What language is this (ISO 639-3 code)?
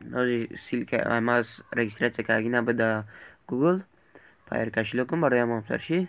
tgk